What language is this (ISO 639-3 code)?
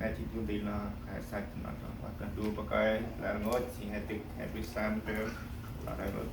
cmo